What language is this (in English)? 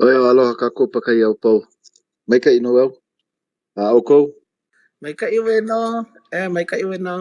Hawaiian